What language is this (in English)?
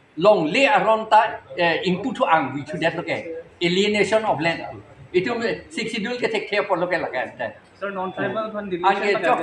Karbi